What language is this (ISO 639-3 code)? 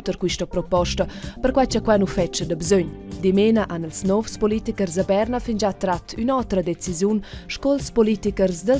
roh